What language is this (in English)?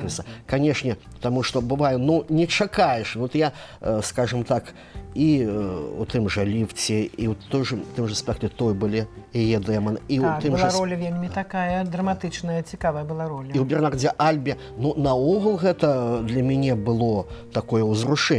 Belarusian